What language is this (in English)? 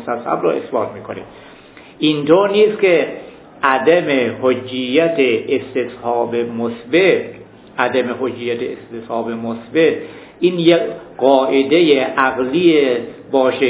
Persian